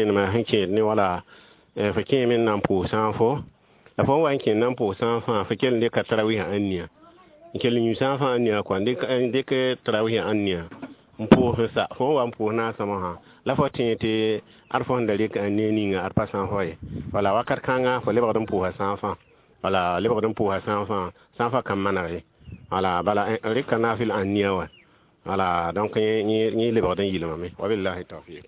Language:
Mossi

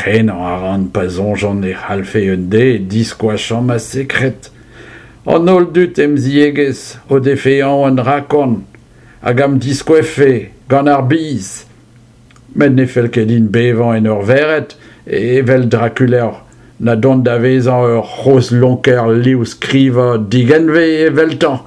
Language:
Breton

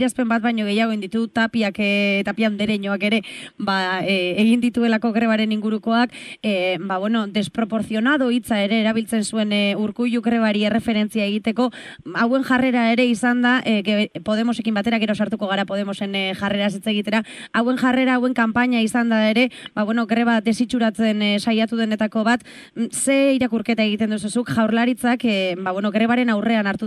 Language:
Basque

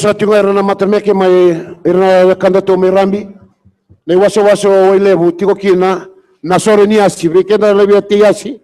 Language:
Fijian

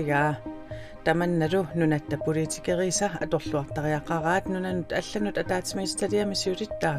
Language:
Kalaallisut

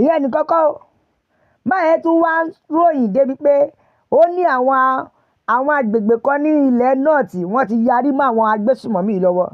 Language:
Yoruba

